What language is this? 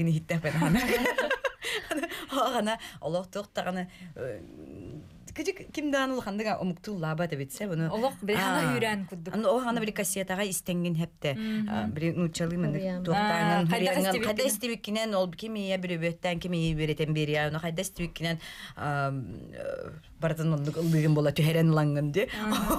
Yakut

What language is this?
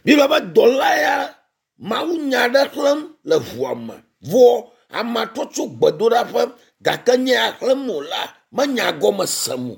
Ewe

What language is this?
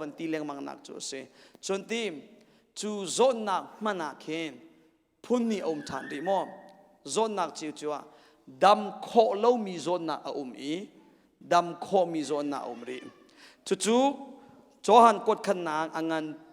Hakha Chin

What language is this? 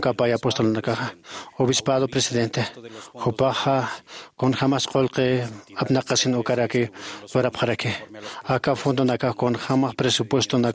Aymara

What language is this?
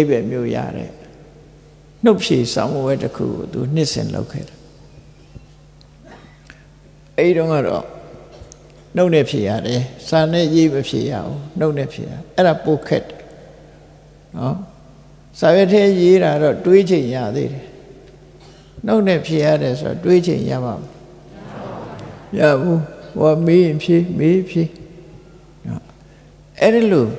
Burmese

